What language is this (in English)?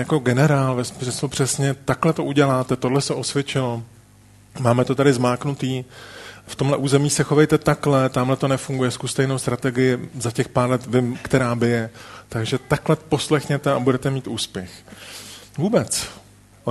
Czech